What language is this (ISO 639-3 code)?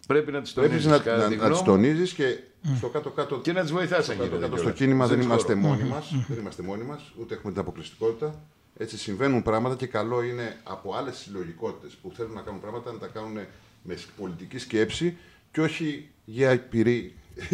ell